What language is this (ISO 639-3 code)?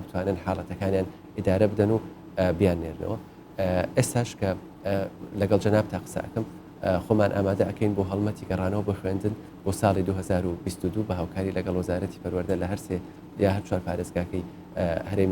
ckb